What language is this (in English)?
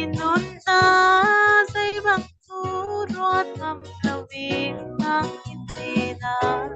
Falam Chin